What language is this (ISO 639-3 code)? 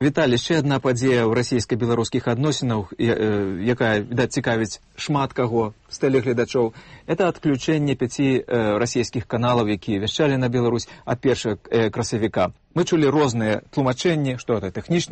bel